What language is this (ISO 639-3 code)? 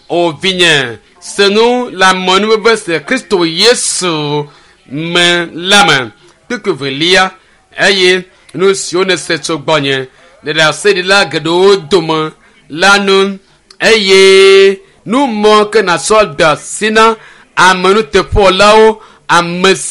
ewe